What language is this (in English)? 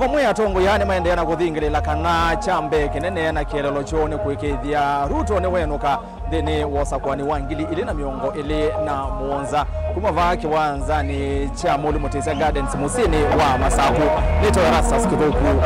Kamba